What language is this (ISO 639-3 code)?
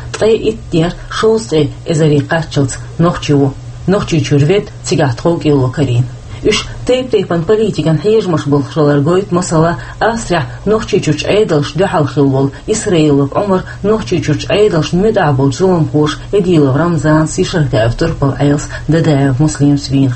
che